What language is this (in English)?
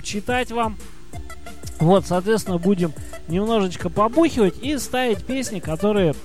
Russian